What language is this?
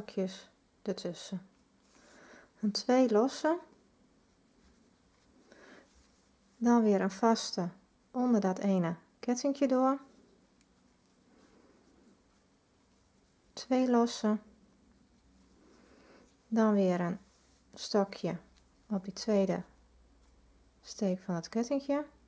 Dutch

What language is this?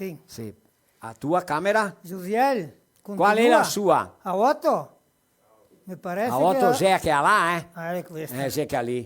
Venetian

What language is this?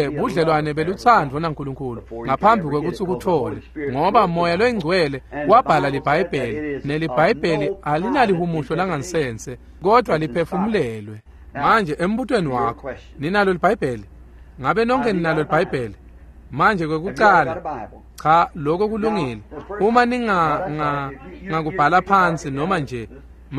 Swati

